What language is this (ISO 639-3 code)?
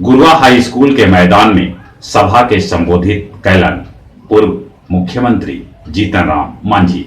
mag